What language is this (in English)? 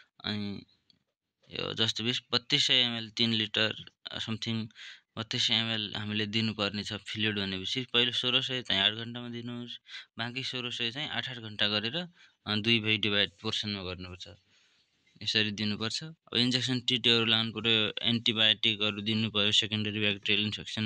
Nepali